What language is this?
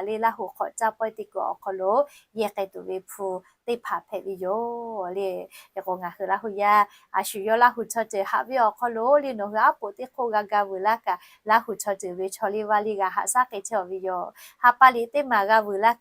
Lahu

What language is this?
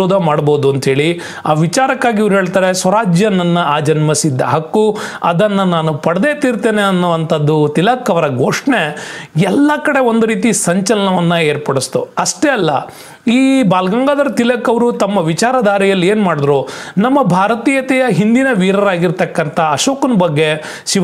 Kannada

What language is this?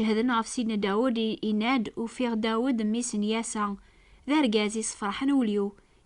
Kabyle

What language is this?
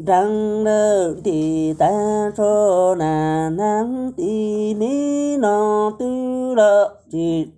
Hmong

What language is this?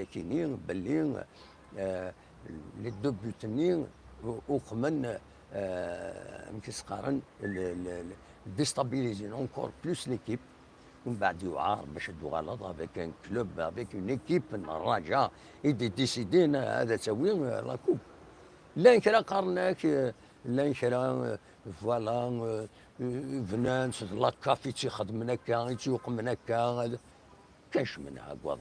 Kabyle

